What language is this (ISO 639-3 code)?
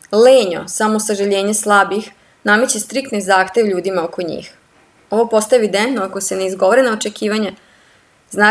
srp